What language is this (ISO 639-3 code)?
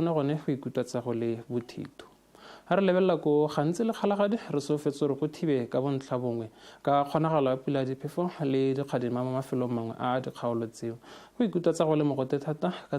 tsn